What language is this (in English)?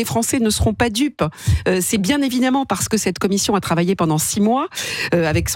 French